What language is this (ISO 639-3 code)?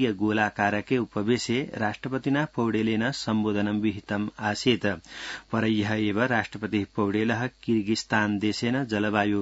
san